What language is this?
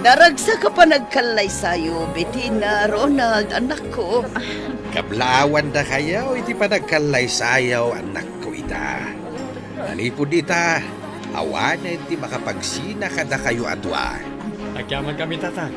Iloko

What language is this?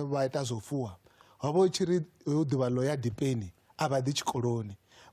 Venda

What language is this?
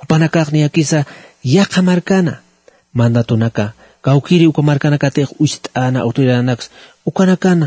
Aymara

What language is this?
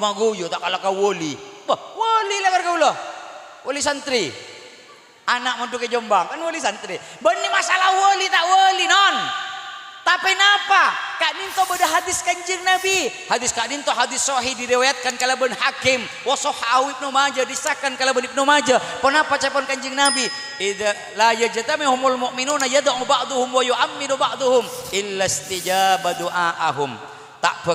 Madurese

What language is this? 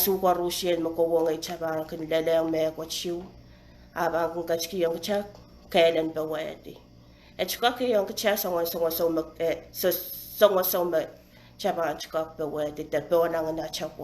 Pohnpeian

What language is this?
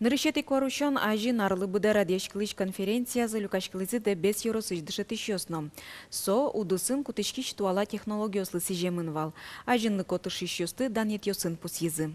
Udmurt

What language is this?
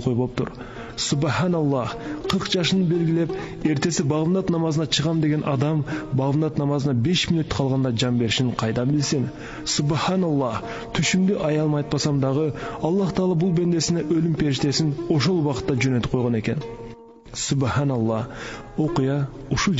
Kyrgyz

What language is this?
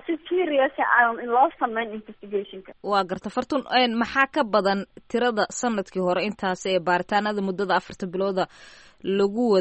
Somali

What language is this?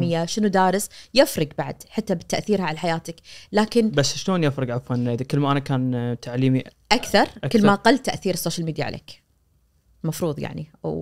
Najdi Arabic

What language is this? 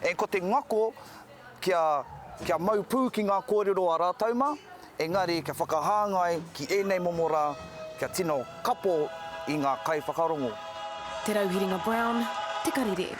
Māori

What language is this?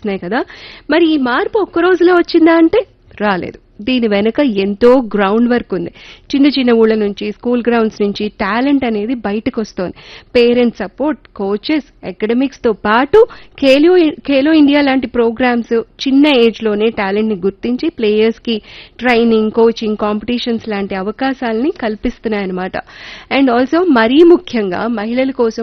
Telugu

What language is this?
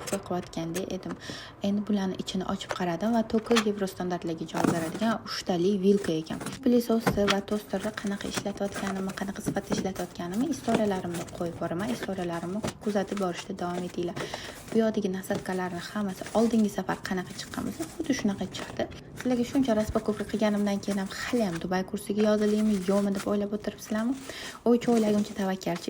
Uzbek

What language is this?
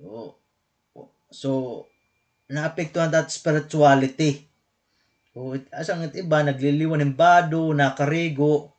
Waray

